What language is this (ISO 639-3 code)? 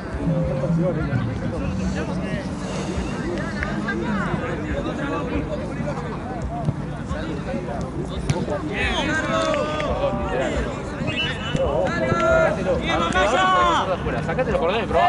spa